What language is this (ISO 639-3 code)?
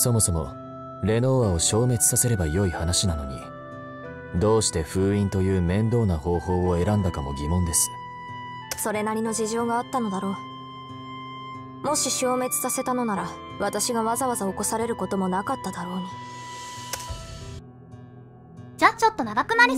jpn